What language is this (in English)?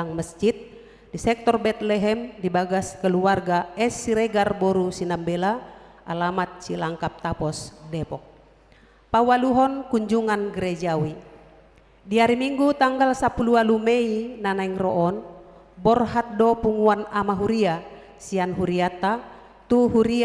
Batak Toba